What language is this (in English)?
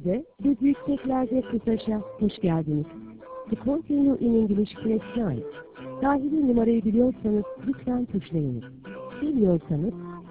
Turkish